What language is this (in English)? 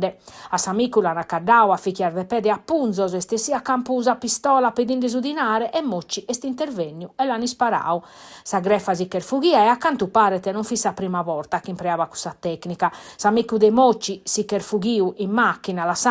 Sardinian